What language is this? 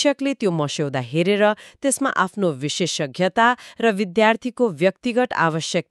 Nepali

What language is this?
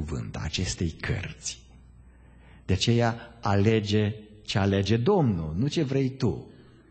Romanian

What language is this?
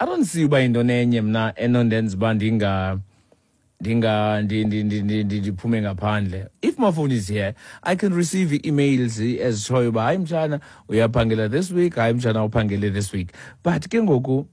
Xhosa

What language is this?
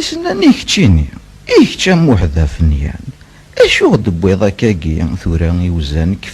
Kabyle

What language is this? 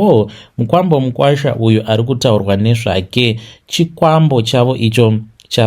Shona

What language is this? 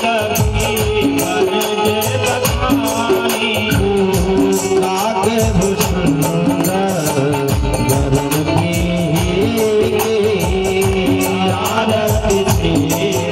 Hindi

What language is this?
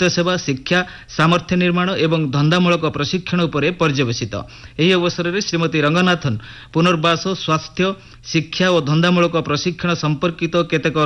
Odia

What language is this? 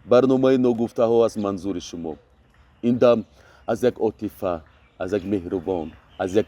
Tajik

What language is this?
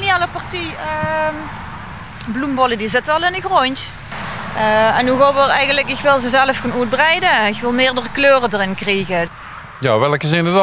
Limburgish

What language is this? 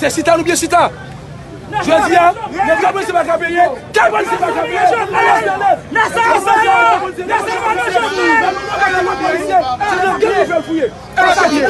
Haitian Creole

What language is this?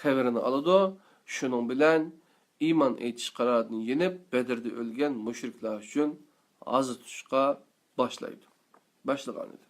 Uyghur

